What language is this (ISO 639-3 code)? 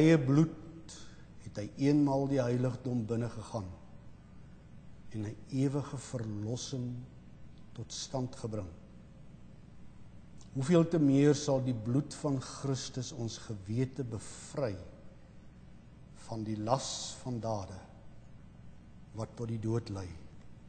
afr